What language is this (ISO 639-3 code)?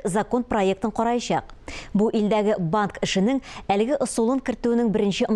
tat